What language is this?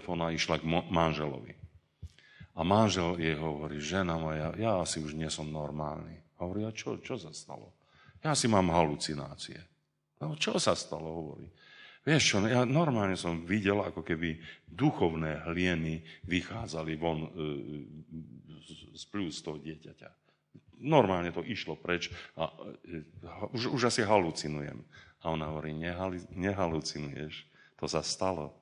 Slovak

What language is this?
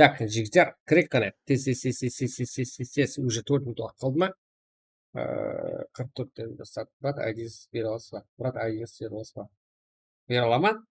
Kara-Kalpak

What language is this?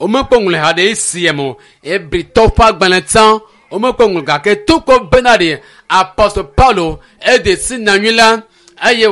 Ewe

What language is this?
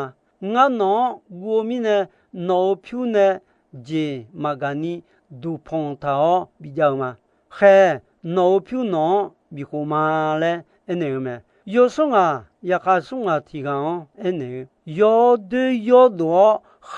Akha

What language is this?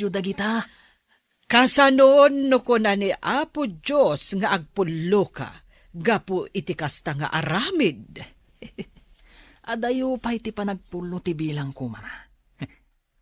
Iloko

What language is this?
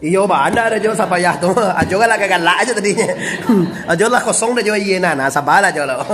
Minangkabau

